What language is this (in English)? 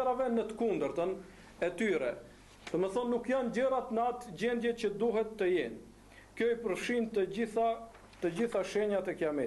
Albanian